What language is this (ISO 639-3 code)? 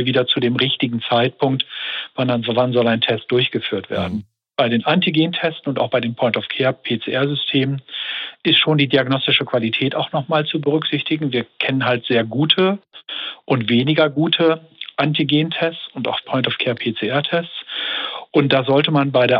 deu